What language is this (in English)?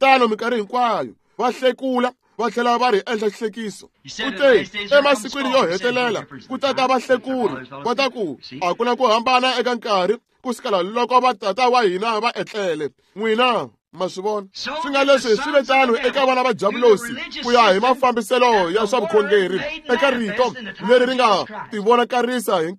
Tsonga